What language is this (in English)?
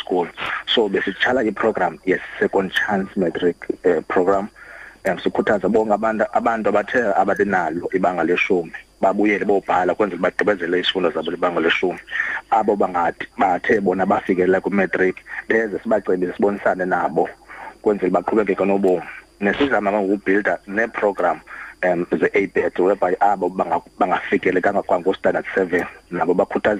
Xhosa